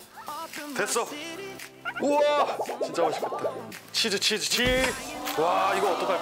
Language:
Korean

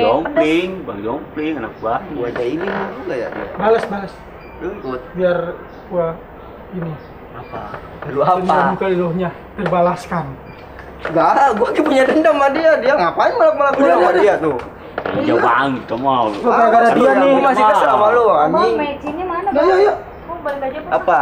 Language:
Betawi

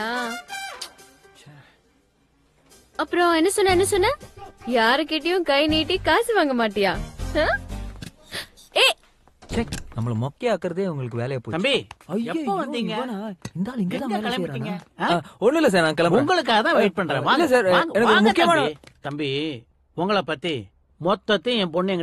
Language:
Tamil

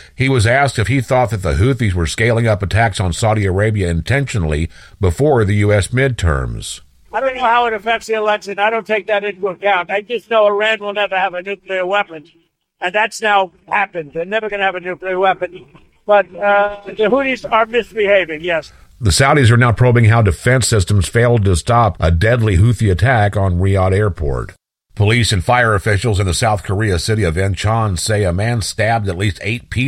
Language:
English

